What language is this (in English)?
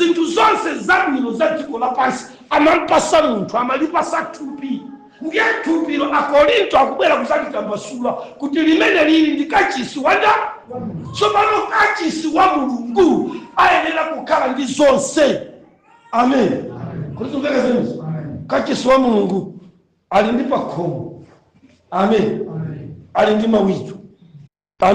Nyanja